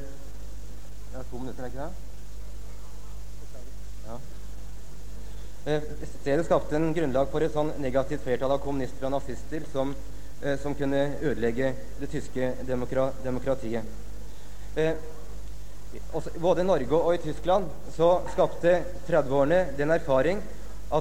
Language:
Norwegian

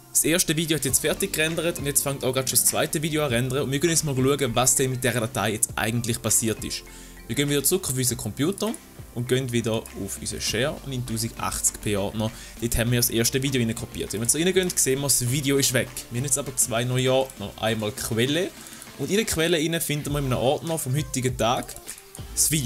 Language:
Swiss German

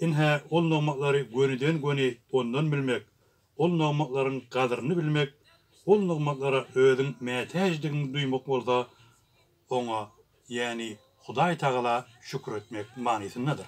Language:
Turkmen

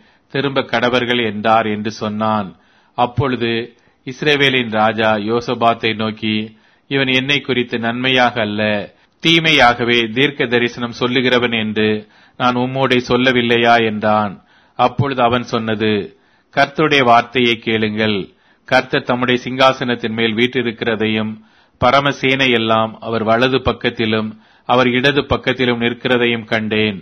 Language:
Tamil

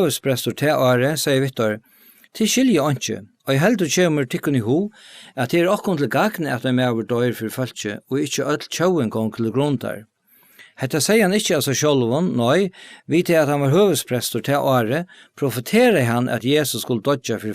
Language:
Faroese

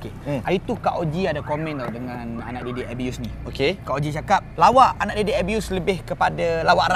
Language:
Malay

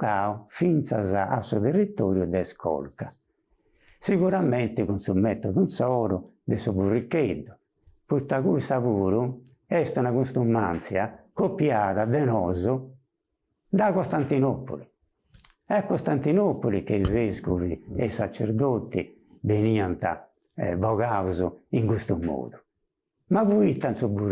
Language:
Sardinian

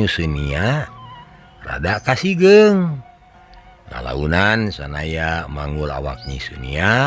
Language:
Sundanese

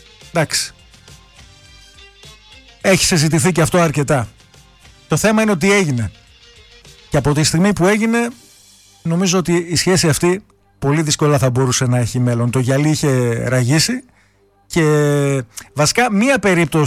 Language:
Greek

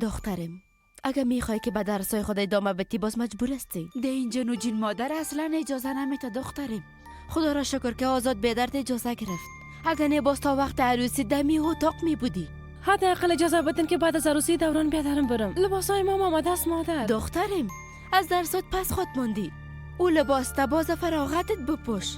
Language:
Persian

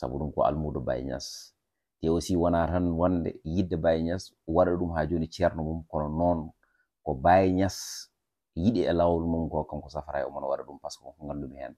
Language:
Fula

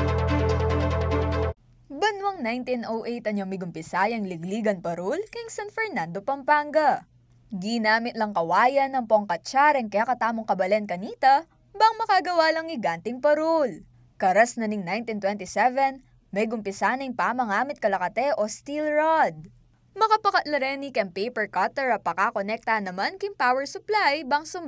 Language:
Pampanga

